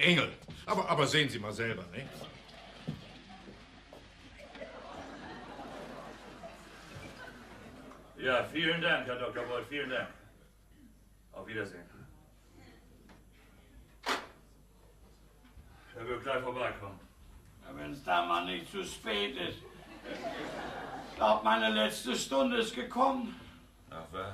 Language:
German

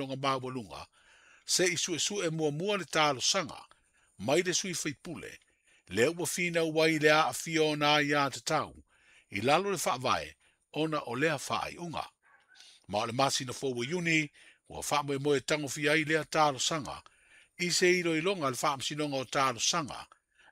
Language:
Samoan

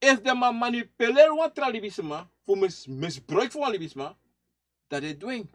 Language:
Sranan Tongo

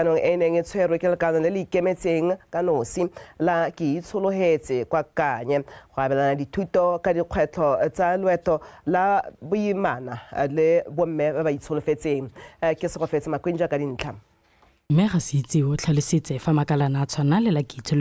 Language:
Tswana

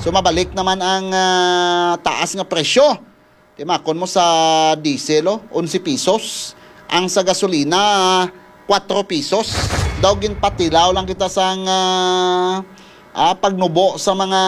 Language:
Hiligaynon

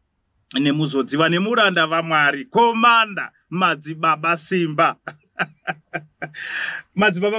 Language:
Shona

